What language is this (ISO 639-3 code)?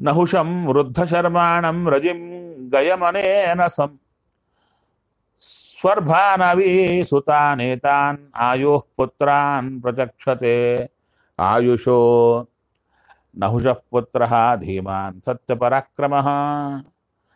kan